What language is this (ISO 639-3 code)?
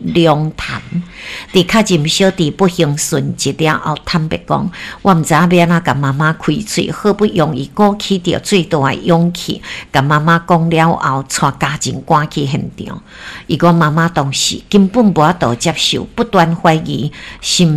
nan